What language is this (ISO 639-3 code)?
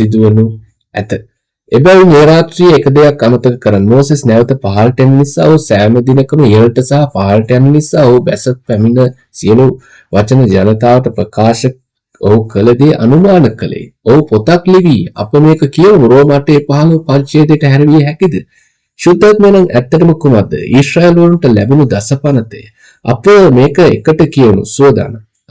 sin